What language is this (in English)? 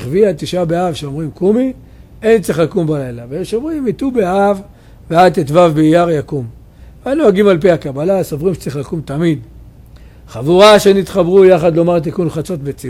Hebrew